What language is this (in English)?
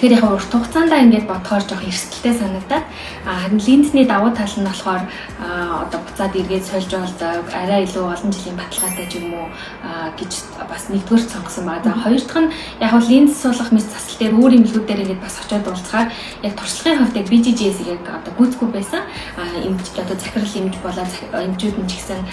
Mongolian